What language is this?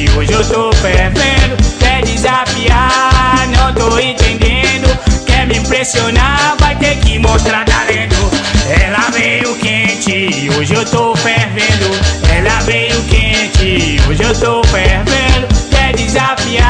Portuguese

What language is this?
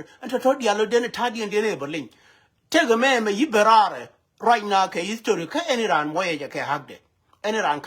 Nuer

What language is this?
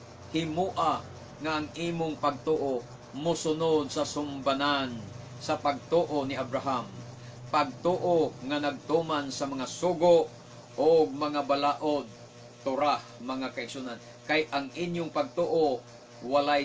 Cebuano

